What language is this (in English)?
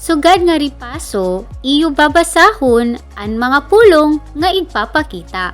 Waray